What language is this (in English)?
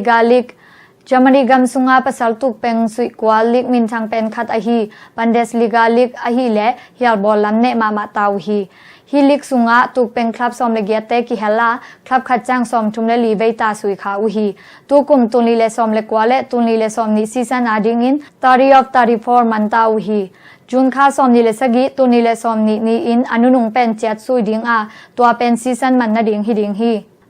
Tedim Chin